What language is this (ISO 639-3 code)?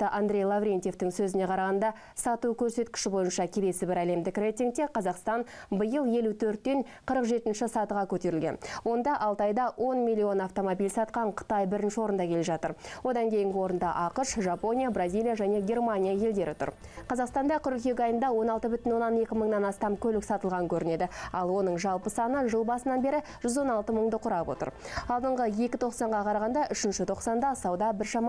kaz